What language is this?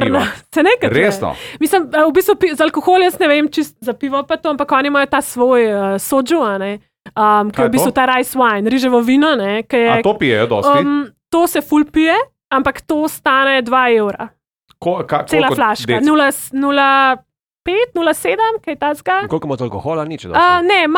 Slovenian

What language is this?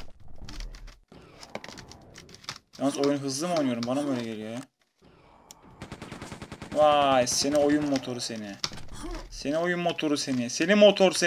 Turkish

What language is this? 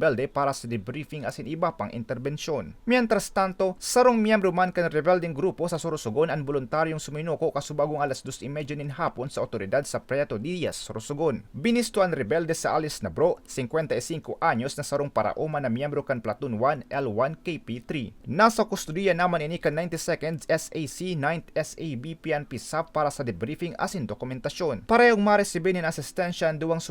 Bikol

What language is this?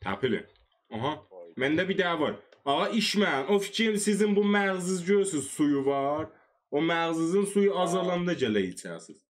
South Azerbaijani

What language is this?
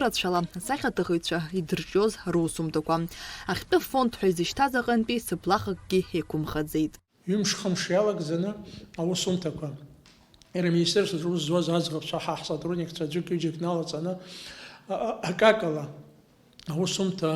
Abkhazian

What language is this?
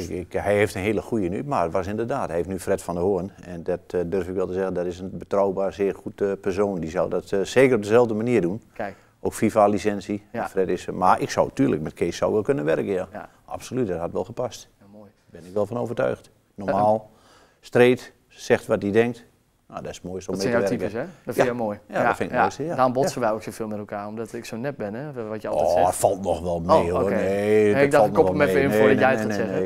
Dutch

